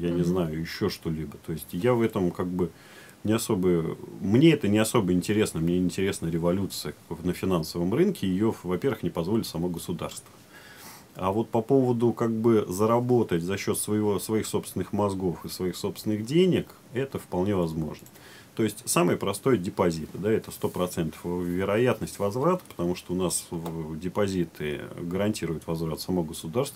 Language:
Russian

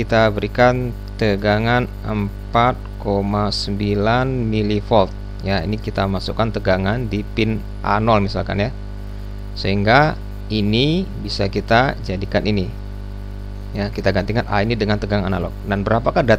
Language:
Indonesian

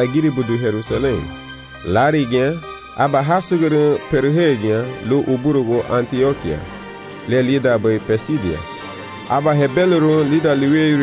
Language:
Garifuna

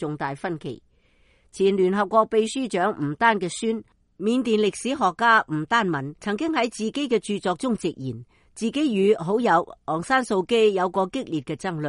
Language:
Cantonese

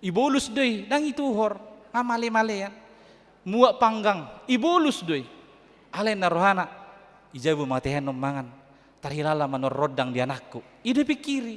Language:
Batak Toba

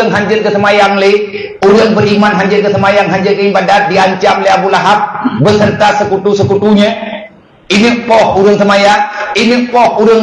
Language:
Achinese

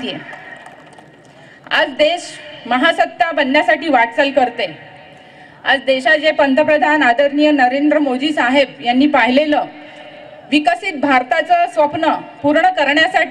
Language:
Marathi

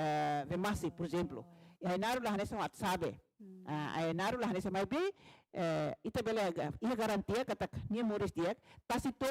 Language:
Tetum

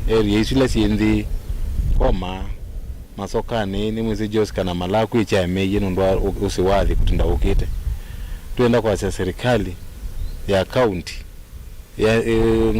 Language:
Kamba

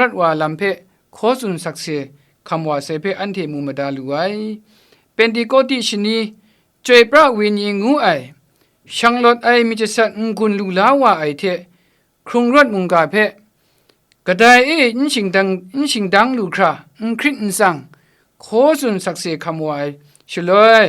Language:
Kachin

